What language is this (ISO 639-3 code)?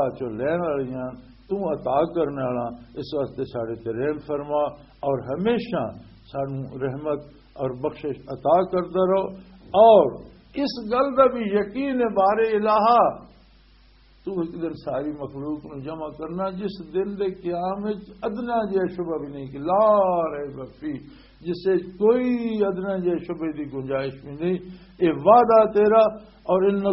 lah